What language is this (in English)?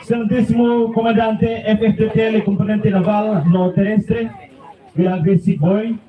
Tetum